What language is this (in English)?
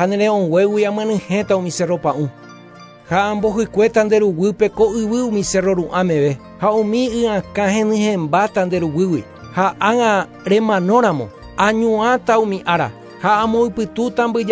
Guarani